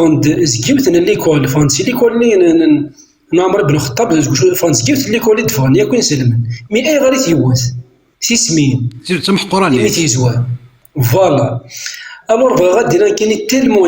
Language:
Kabyle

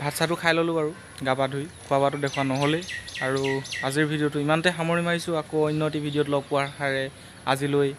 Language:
Assamese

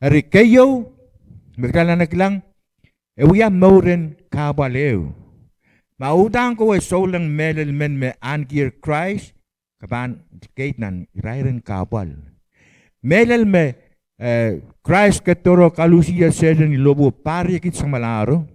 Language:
Pohnpeian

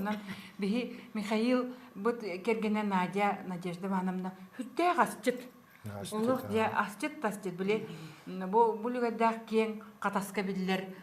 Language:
Yakut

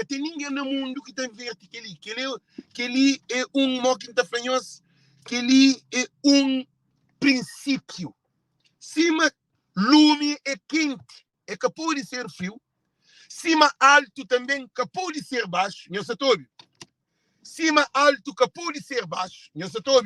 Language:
Kabuverdianu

